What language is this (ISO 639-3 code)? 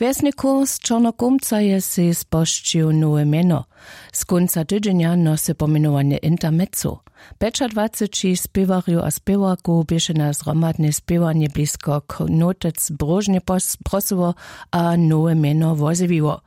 hsb